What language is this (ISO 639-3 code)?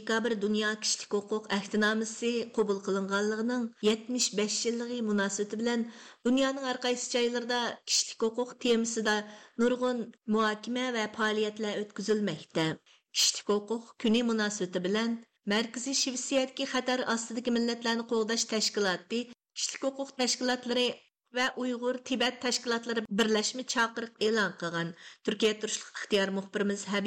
uig